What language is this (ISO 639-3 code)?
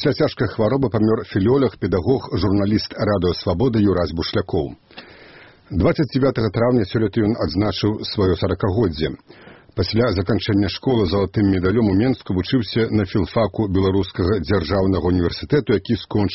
bel